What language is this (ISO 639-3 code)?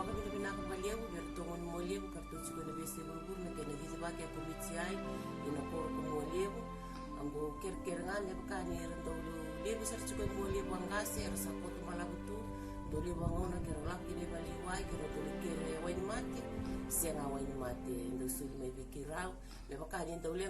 fij